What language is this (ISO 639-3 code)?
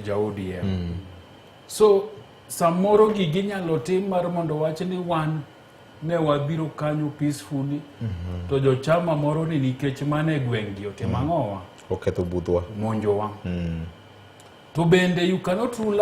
luo